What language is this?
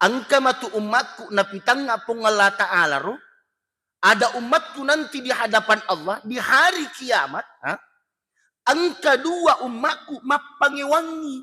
Buginese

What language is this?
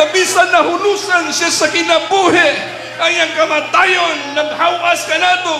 Cebuano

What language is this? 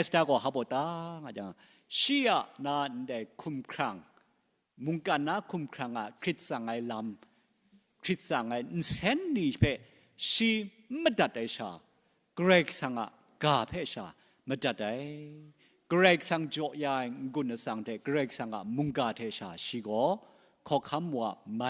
Kachin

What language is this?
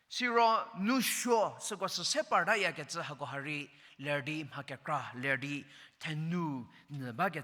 Angami Naga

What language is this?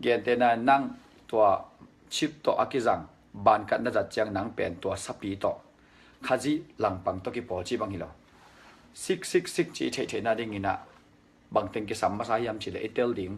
Tedim Chin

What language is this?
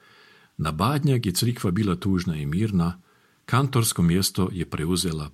Croatian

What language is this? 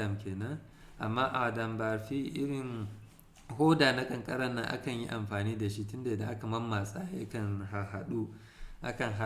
Hausa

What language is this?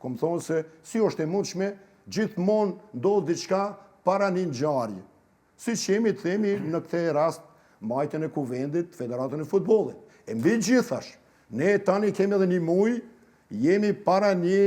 Albanian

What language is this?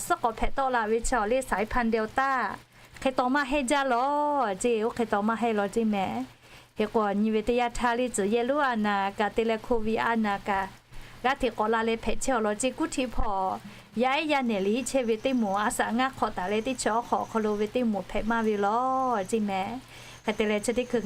Lahu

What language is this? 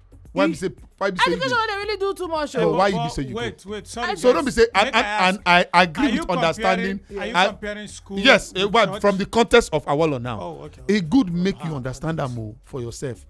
Nigerian Pidgin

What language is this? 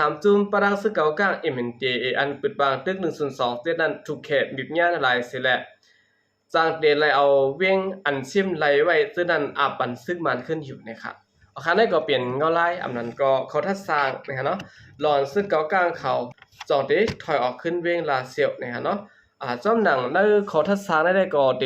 Shan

